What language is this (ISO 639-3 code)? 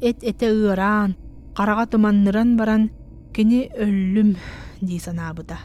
sah